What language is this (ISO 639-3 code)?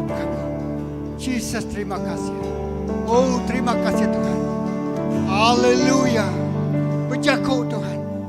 iba